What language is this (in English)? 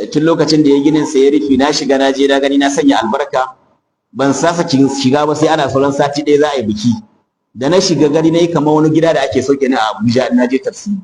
Hausa